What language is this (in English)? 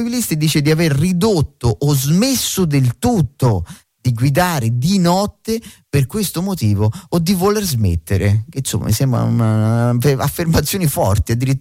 Italian